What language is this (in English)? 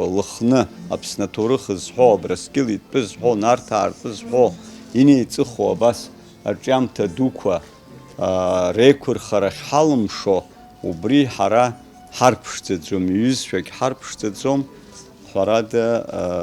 Abkhazian